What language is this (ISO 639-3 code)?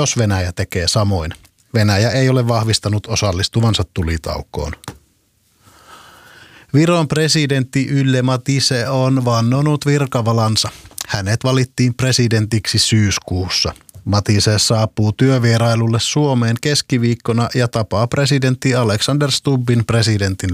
fin